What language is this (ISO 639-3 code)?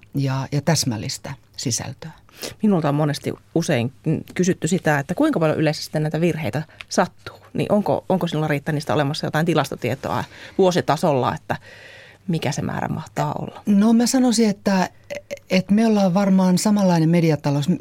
fin